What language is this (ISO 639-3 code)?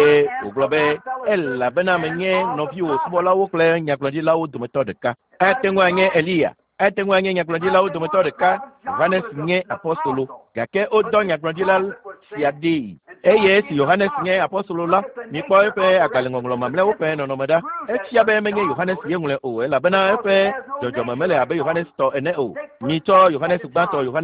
ewe